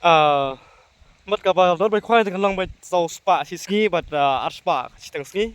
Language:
Khasi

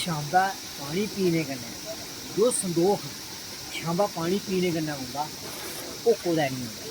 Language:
Dogri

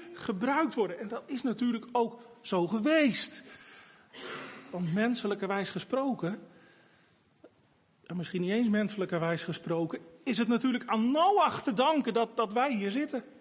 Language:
Dutch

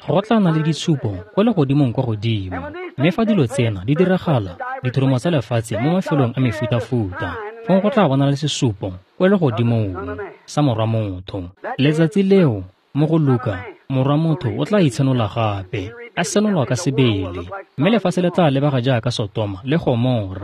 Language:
Tswana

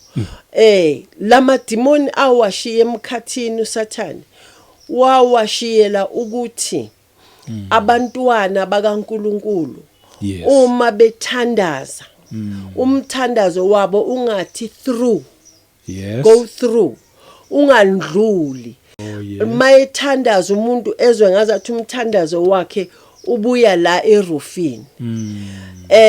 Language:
Zulu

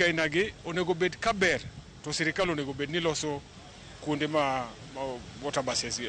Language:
Luo (Kenya and Tanzania)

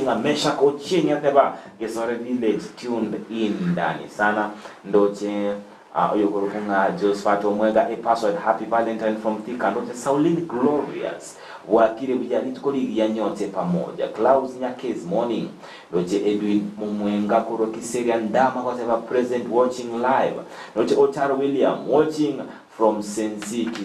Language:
Gusii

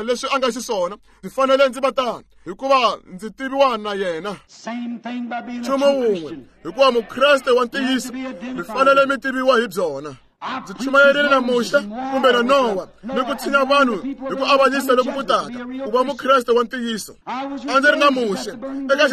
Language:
Tsonga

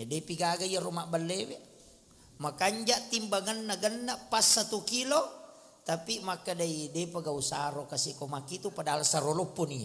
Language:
Buginese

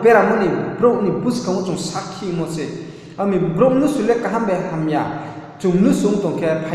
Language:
Riang (India)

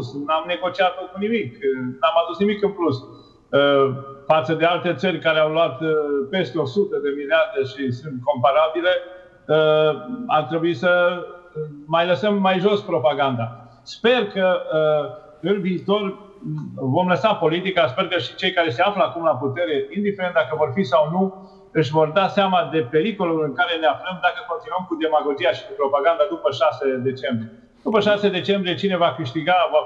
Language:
Romanian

